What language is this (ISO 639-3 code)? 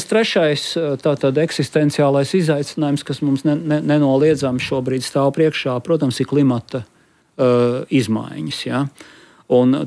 lav